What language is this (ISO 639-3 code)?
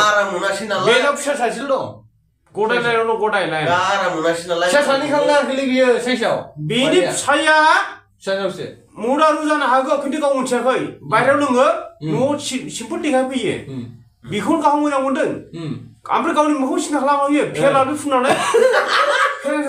brx